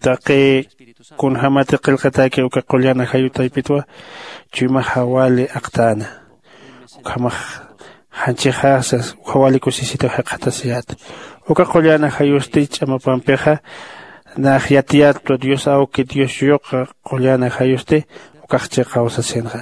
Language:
Aymara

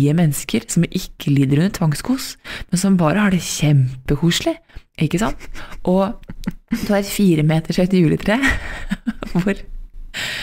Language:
Norwegian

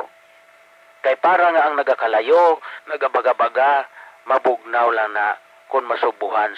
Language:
Hiligaynon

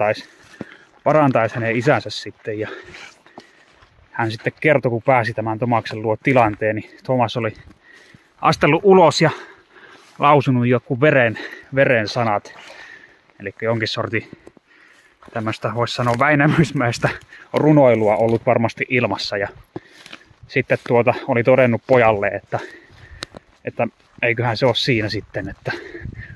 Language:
Finnish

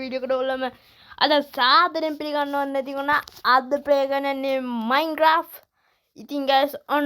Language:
Sinhala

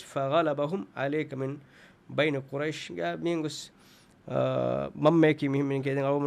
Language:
Divehi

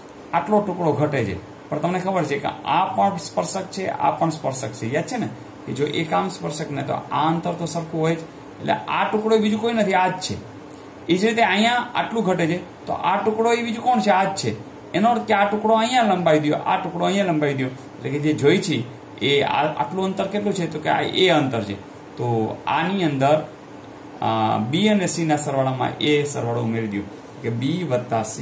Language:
Gujarati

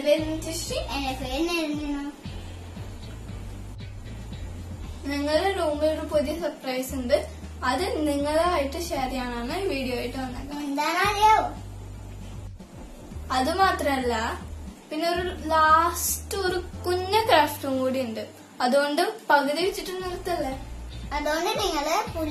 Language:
Malayalam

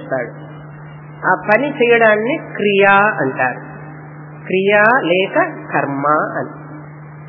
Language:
Telugu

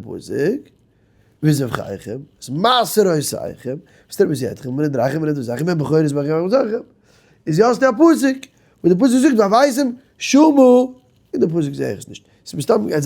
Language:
Yiddish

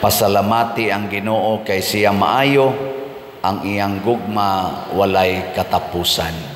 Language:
Cebuano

